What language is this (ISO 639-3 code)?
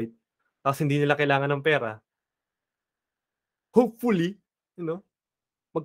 fil